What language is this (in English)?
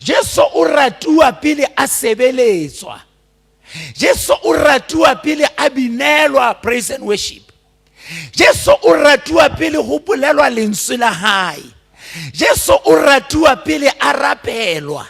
Southern Sotho